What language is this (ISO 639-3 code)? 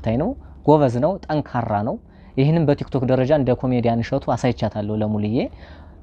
amh